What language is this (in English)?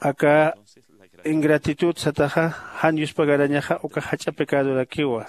Aymara